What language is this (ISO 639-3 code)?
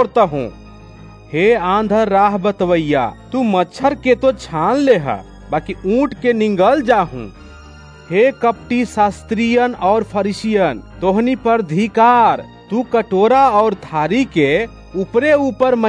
bho